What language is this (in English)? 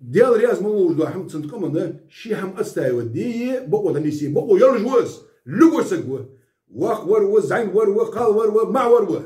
Ingush